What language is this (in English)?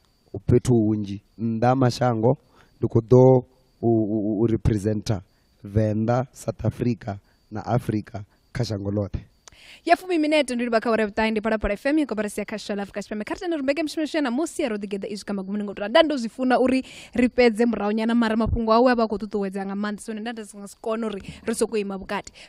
Venda